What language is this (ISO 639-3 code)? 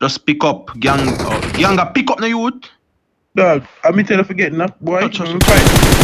jam